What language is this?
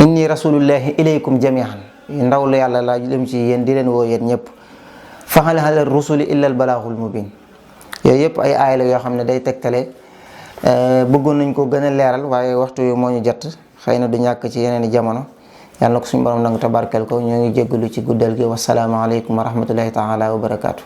Wolof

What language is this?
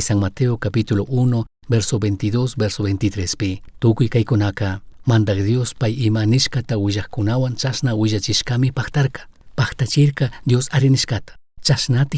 Chimborazo Highland Quichua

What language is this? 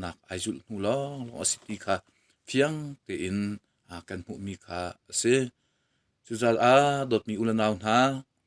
Hakha Chin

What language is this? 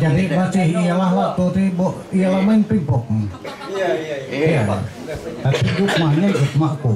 Ma'anyan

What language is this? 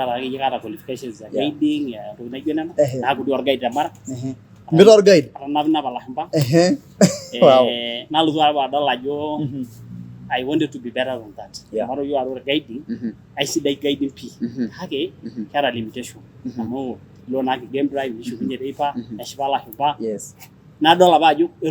Masai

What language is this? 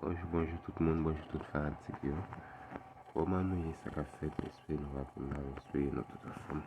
Haitian Creole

